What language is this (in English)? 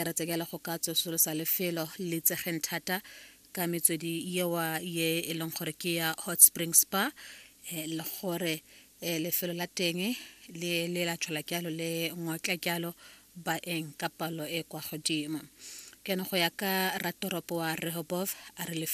Tswana